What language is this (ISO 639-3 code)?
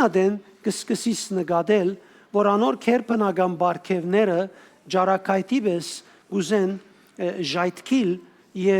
hyw